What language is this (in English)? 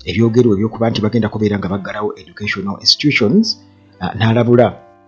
Ganda